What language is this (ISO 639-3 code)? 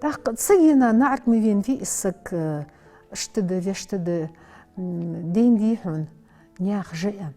inh